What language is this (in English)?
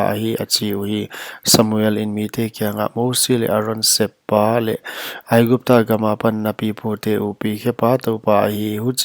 Paite Chin